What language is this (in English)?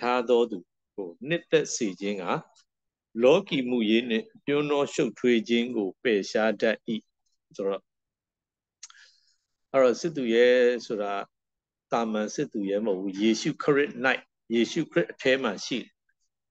Burmese